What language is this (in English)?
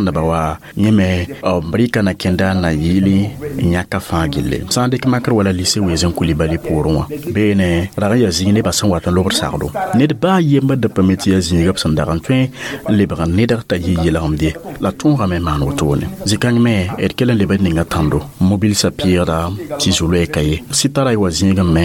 Mossi